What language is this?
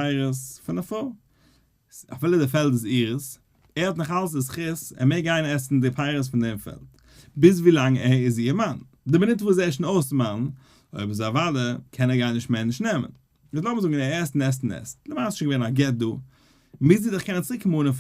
Yiddish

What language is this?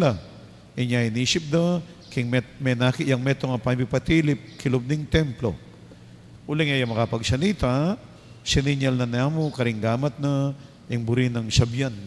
Pampanga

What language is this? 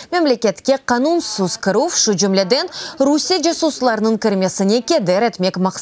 Crimean Tatar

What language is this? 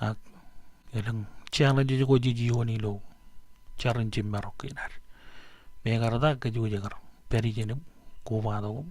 Marshallese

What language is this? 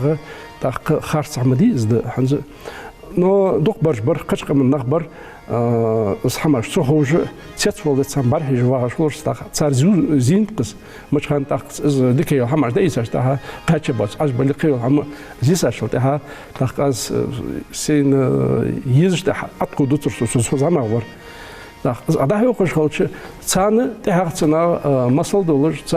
Ingush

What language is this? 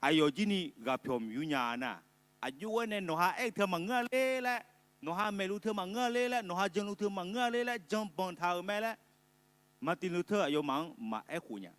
Akha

